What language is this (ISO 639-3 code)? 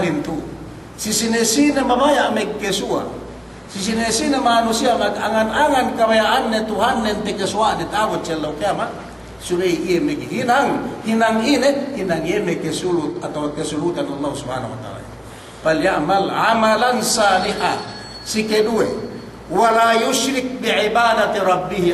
yka